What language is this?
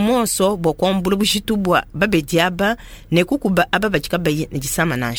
Luba-Lulua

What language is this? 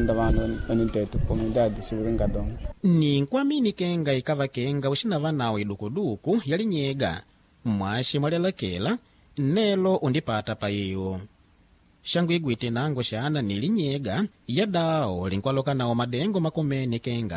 Makonde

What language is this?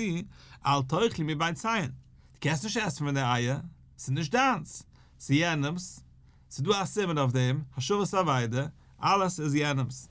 Yiddish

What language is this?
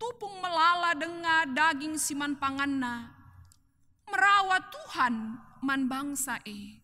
Batak Karo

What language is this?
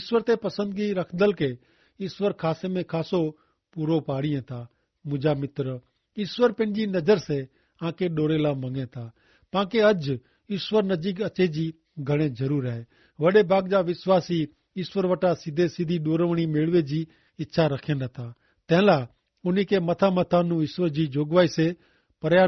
Kachhi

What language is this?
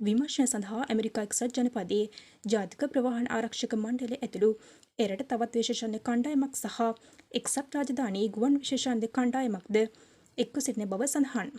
Sinhala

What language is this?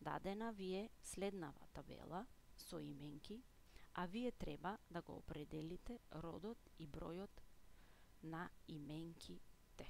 Macedonian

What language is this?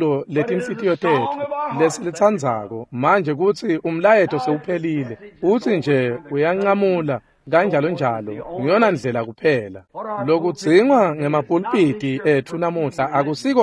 Swati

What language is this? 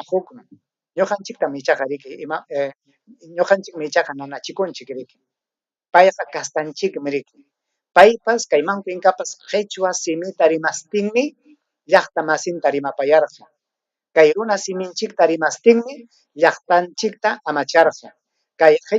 Ayacucho Quechua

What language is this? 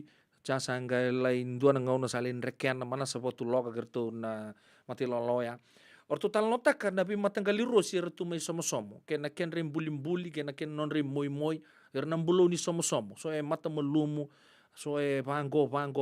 Fijian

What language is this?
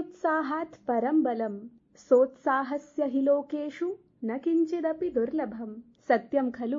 Sanskrit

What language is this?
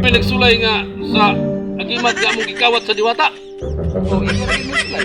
Cebuano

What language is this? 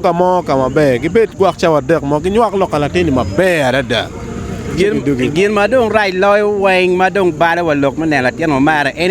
Acoli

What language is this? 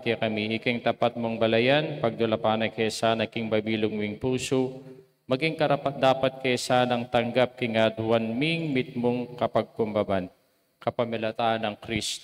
Pampanga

